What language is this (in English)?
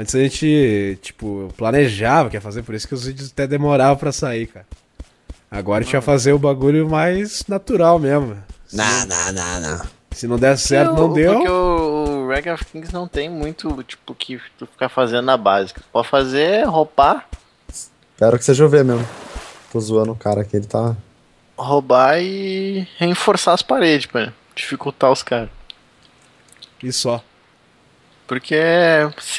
Portuguese